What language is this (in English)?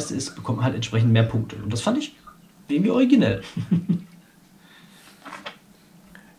German